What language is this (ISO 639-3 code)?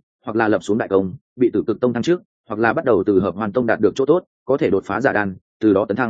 vie